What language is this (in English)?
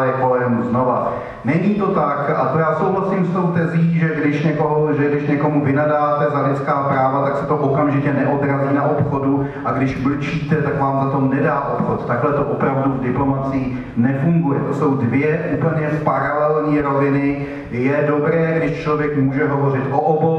Czech